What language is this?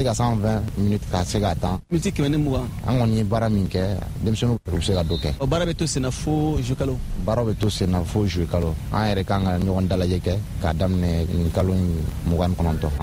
Bambara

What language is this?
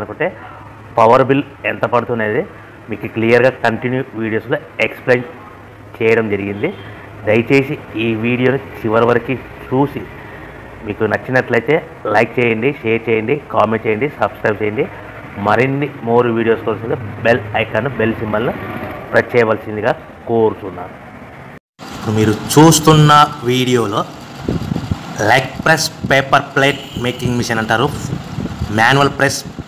Telugu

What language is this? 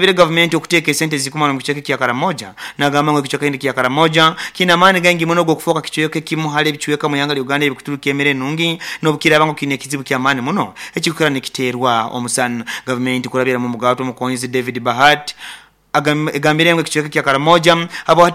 Nyoro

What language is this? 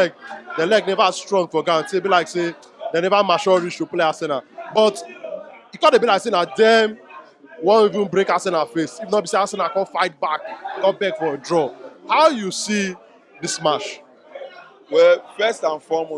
Nigerian Pidgin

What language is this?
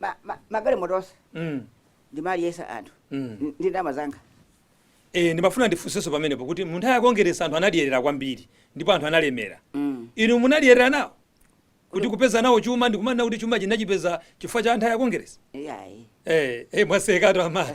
Nyanja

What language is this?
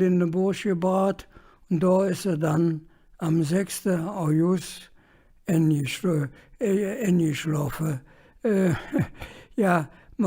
Colognian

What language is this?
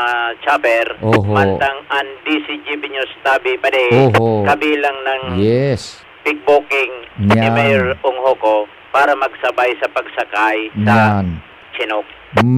Bikol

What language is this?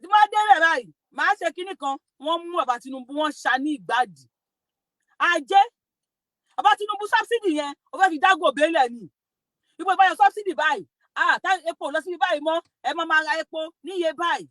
Yoruba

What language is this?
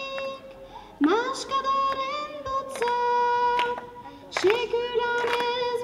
Basque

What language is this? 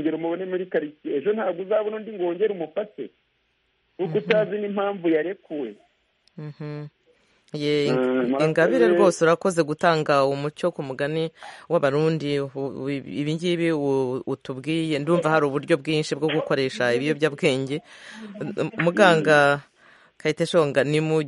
Kinyarwanda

